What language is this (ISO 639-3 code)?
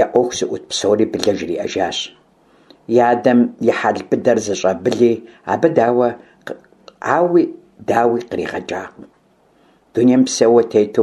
kbd